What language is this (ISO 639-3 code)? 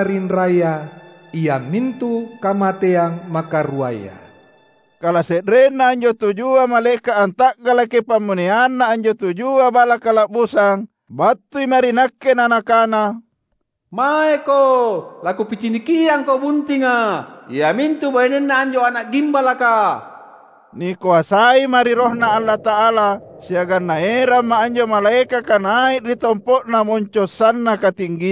mak